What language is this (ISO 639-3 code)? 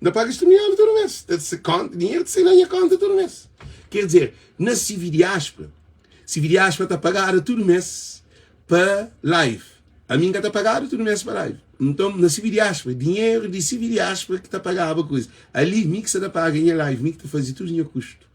kea